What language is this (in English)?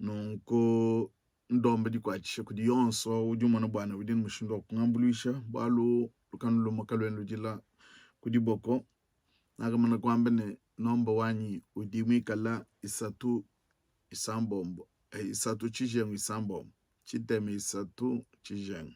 Luba-Lulua